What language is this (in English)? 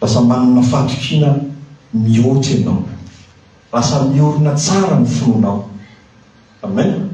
Malagasy